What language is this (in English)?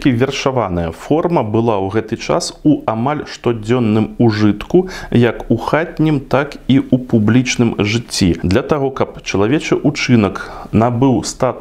Belarusian